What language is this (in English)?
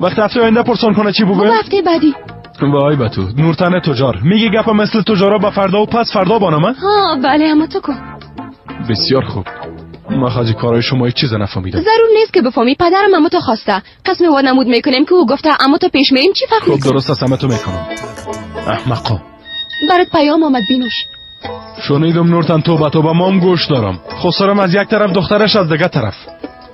Persian